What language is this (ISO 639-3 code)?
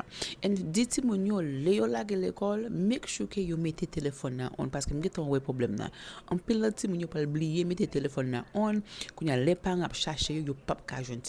hat